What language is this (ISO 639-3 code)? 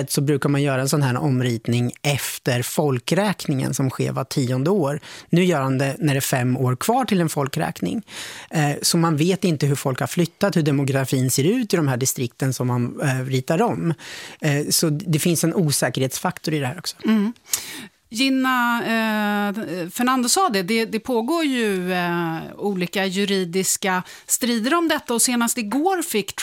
swe